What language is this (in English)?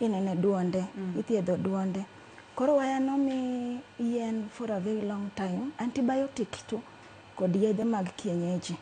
Luo (Kenya and Tanzania)